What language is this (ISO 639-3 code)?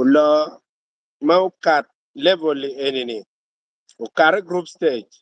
ach